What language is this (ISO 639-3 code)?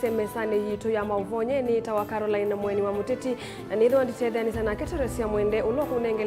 kam